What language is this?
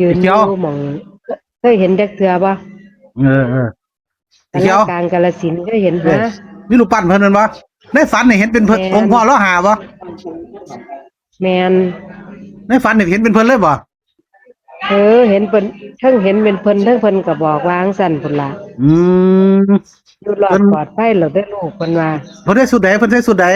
Northeastern Thai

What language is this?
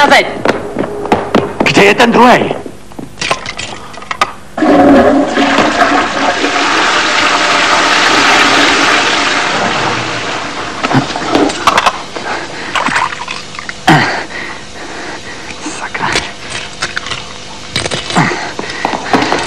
Czech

